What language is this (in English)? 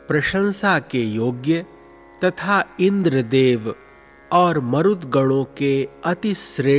Hindi